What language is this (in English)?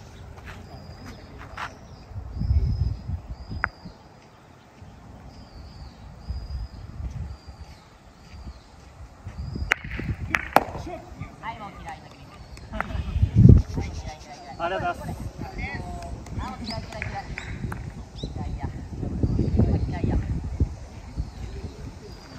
Japanese